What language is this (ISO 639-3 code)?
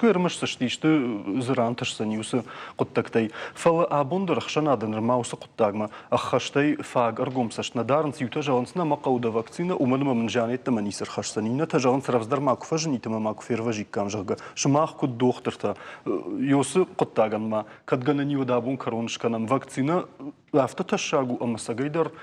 oss